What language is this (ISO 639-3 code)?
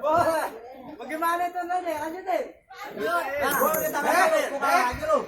bew